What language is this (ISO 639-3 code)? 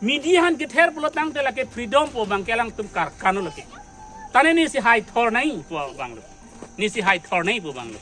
mjw